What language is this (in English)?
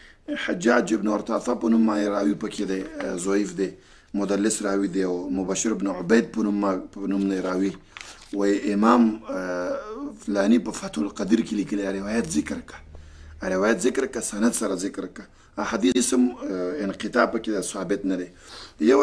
Pashto